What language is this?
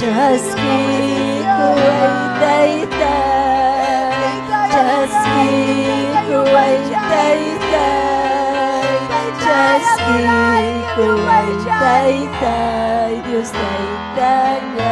Ayacucho Quechua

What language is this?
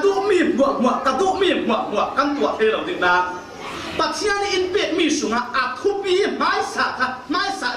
Falam Chin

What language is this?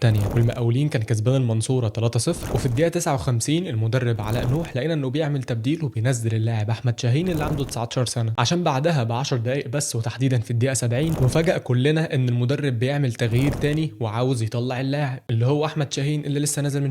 Egyptian Arabic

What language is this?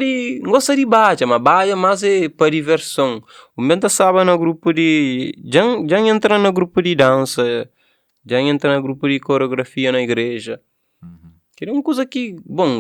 Kabuverdianu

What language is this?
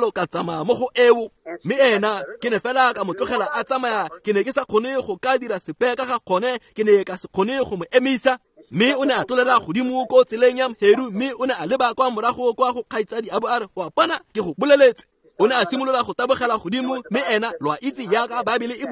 Tswana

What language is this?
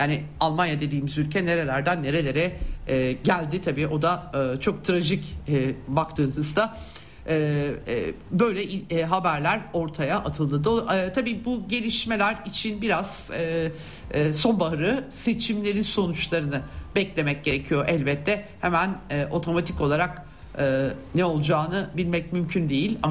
Turkish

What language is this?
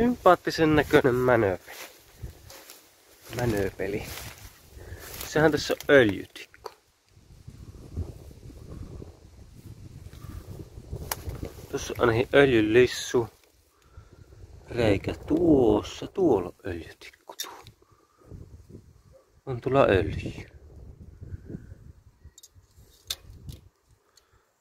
Finnish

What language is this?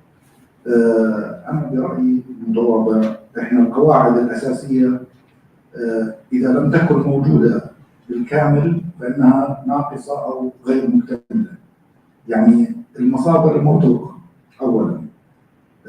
North Levantine Arabic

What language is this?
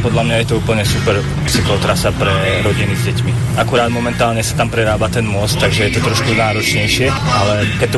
Slovak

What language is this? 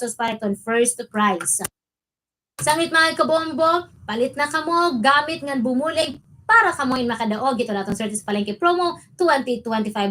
Waray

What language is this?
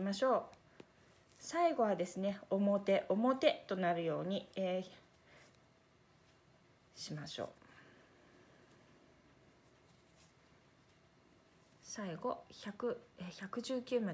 Japanese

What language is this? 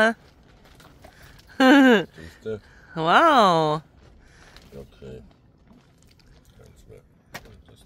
German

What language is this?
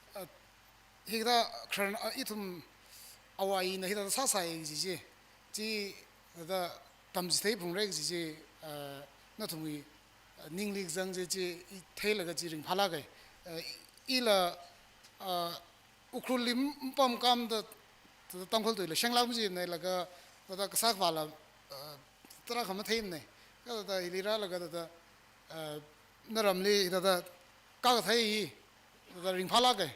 Tangkhul Naga (India)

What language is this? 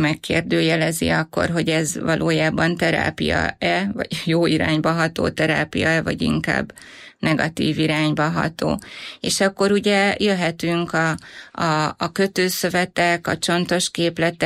Hungarian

